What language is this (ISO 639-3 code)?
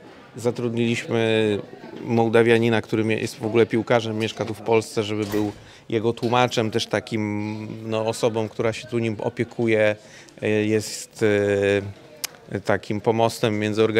pol